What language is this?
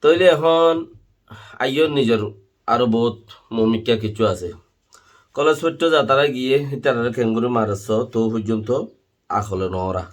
Rohingya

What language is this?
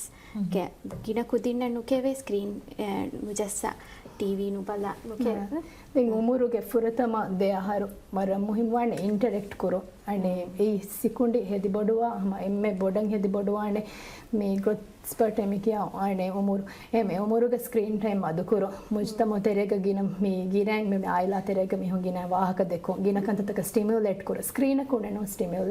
Divehi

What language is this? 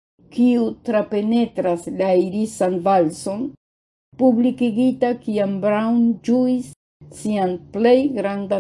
Esperanto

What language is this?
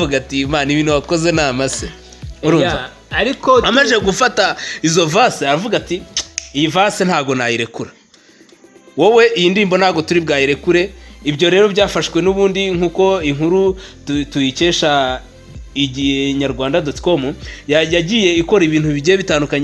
Kinyarwanda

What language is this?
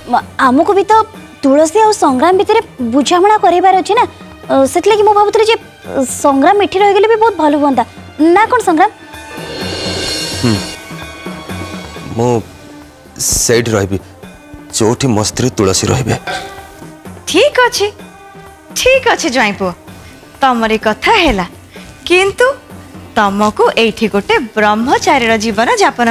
Odia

